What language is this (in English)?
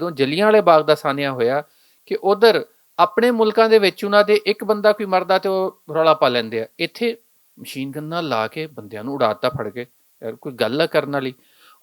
Western Panjabi